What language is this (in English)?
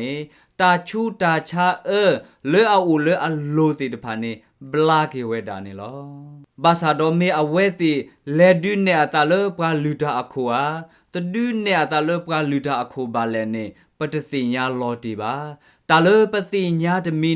S'gaw Karen